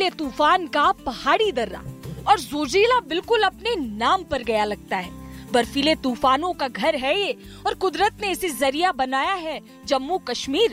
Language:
Hindi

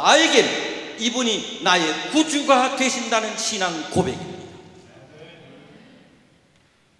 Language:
Korean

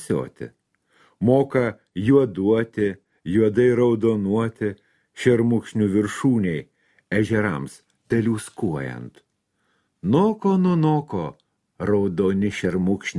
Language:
Lithuanian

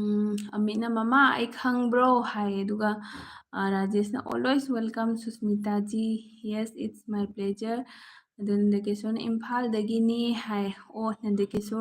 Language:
Manipuri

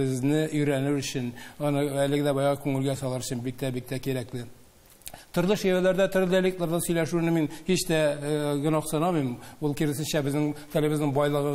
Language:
Tatar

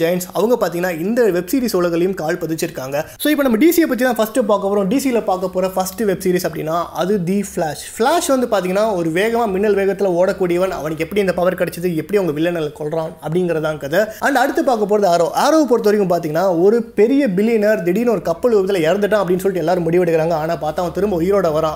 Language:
Tamil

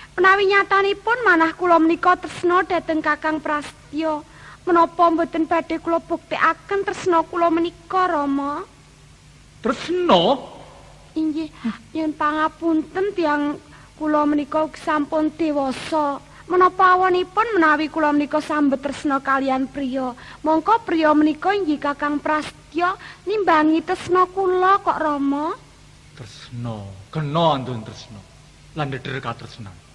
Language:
Javanese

